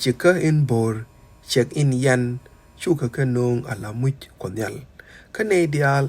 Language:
Nuer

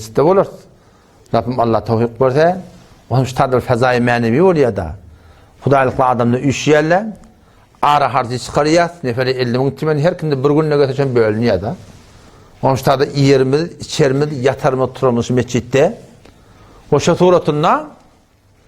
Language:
Turkmen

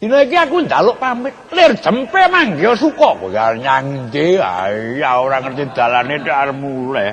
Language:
Javanese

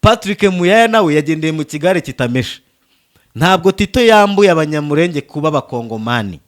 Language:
Kinyarwanda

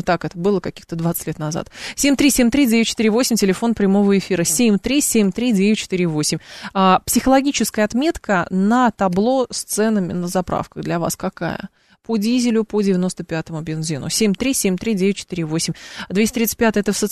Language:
Russian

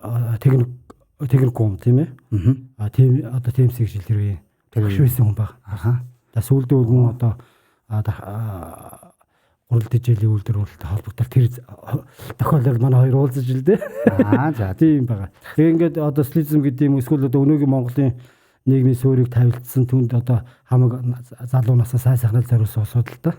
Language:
Mongolian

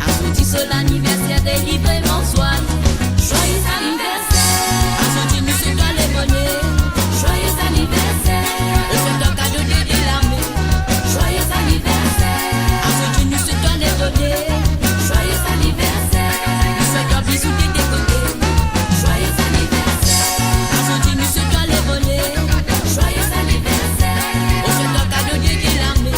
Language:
Morisyen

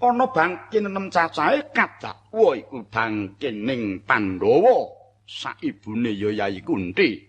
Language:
Javanese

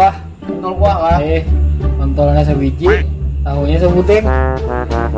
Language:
Banjar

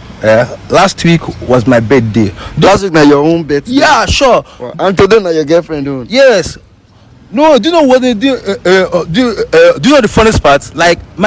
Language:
Nigerian Pidgin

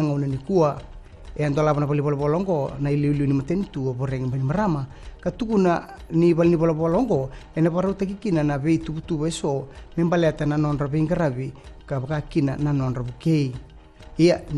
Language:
Fijian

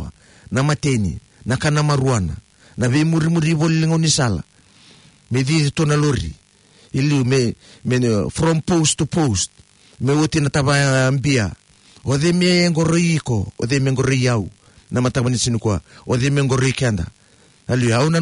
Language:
Fijian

